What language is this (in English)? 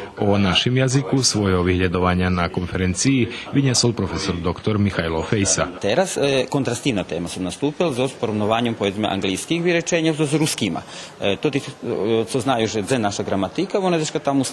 Rusyn